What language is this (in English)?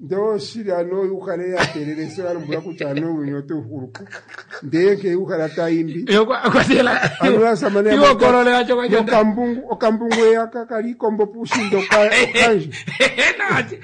Kuanyama